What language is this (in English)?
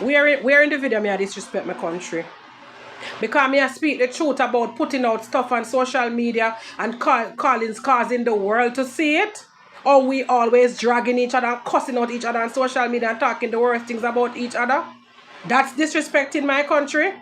Jamaican Creole English